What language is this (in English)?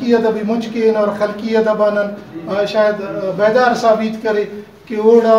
Brahui